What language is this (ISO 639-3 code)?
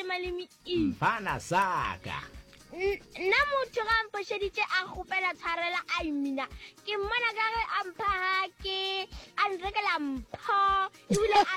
nso